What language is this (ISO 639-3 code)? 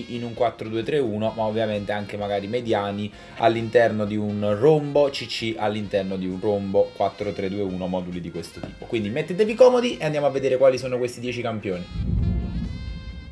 ita